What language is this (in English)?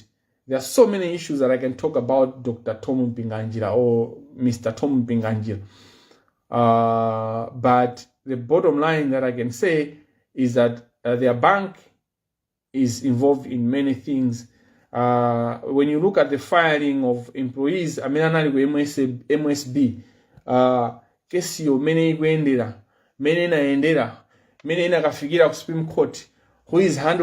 Nyanja